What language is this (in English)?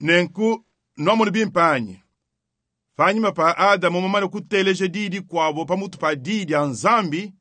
Luba-Lulua